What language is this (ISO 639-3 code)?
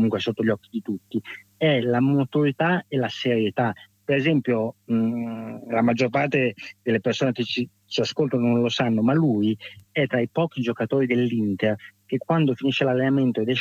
ita